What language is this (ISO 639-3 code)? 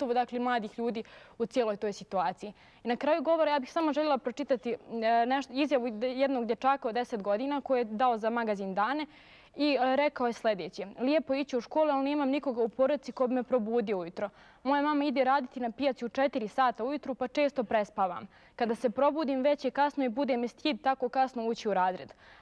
bos